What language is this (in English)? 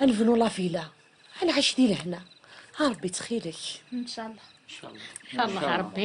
Kabyle